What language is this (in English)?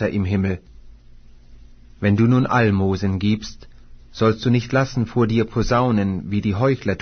German